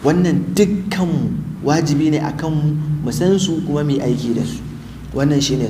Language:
Hausa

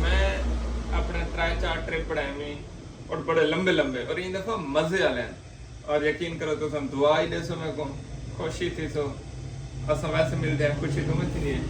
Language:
Saraiki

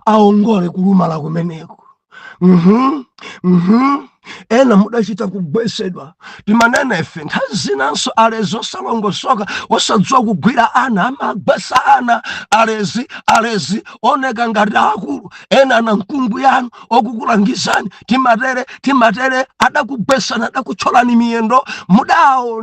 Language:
Nyanja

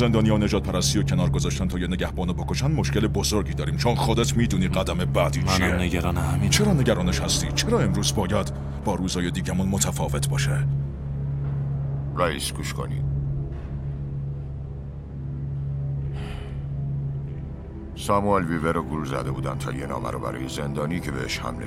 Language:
Persian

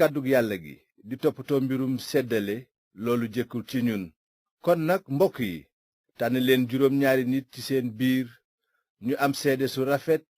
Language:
Wolof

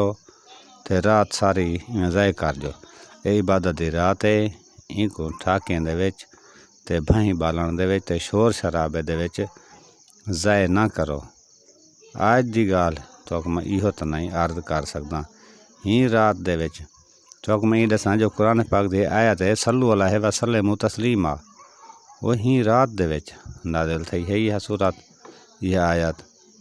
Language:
Saraiki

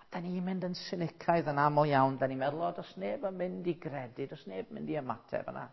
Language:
Welsh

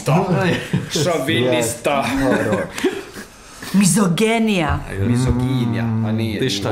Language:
Bosnian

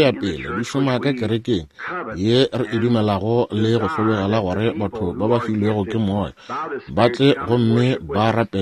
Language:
Northern Sotho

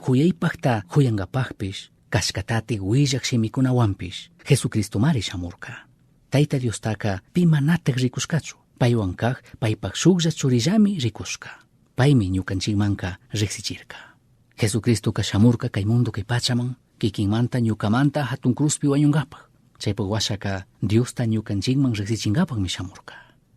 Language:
Chimborazo Highland Quichua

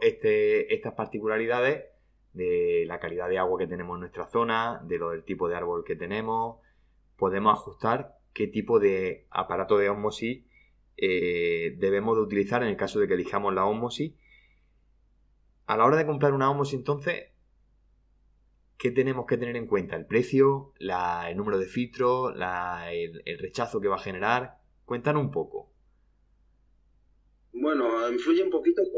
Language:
Spanish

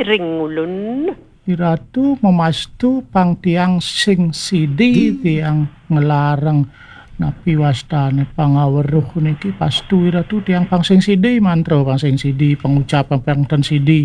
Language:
Balinese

